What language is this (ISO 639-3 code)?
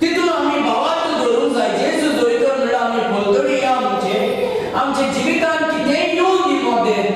kok